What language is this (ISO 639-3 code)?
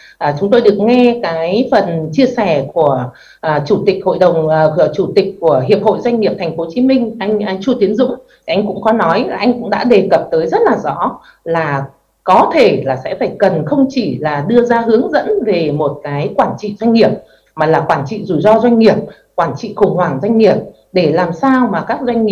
vie